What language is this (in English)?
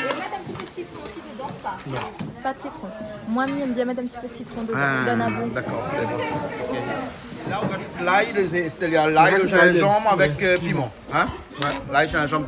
Réunion Creole French